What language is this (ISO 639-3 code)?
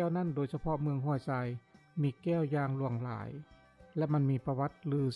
lao